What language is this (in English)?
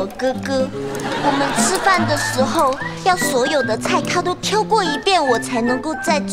Chinese